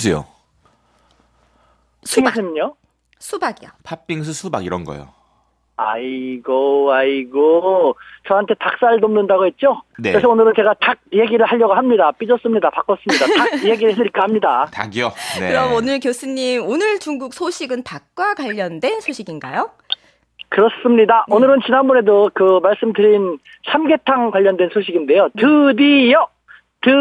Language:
Korean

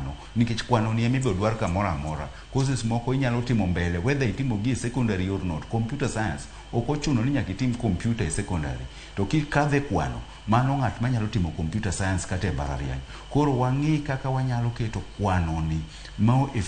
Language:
Luo (Kenya and Tanzania)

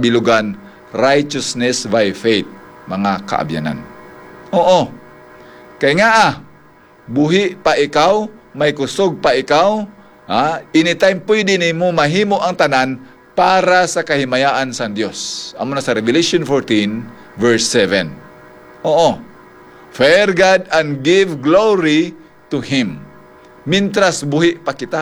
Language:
Hiligaynon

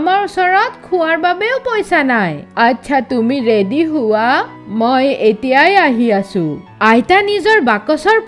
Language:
Assamese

